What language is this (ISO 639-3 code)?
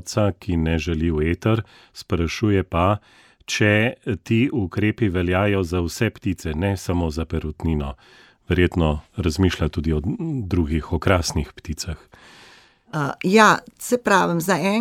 slv